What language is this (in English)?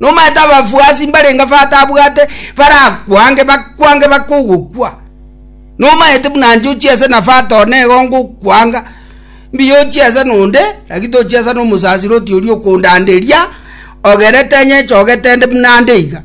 Gusii